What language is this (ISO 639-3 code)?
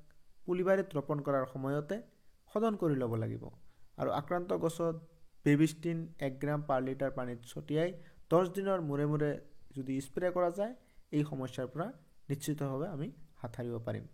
asm